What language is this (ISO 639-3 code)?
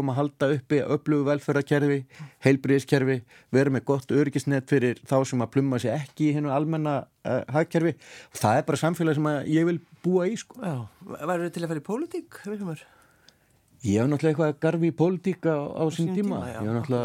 isl